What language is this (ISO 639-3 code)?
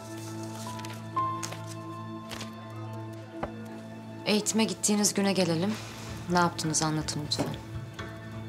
tur